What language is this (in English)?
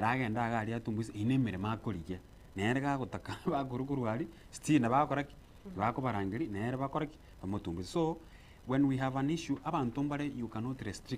Gusii